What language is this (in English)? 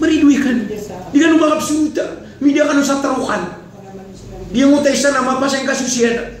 Maranao